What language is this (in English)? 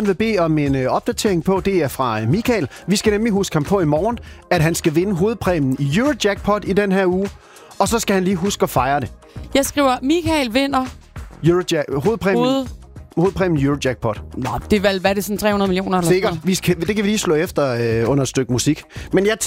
Danish